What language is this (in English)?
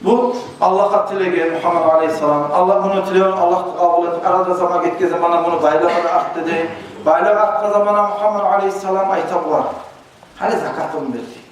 Kumyk